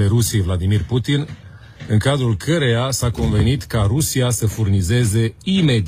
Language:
Romanian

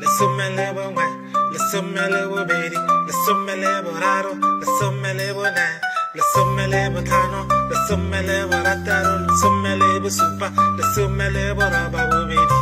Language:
Tswana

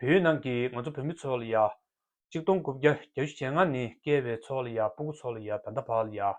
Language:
Tibetan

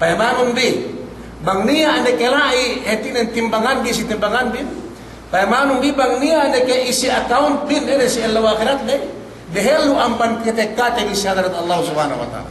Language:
Yakan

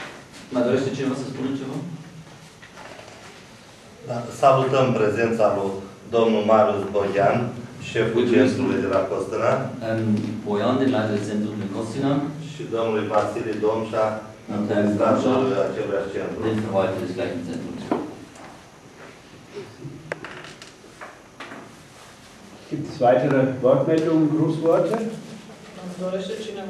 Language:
Romanian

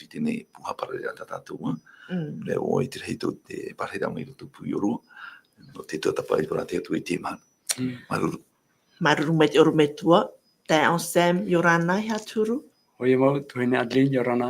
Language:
Tahitian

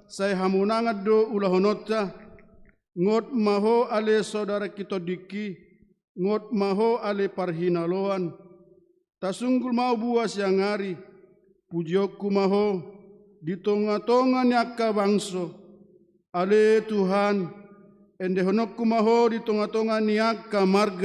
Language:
Batak Toba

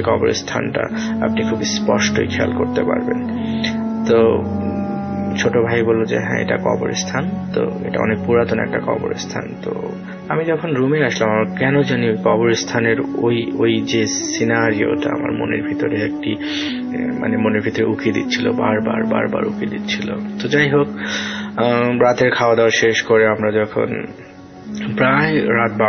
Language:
Bangla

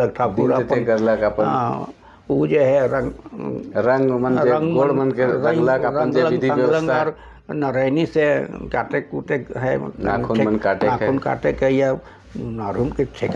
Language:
Sadri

